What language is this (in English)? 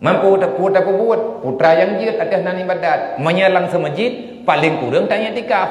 Achinese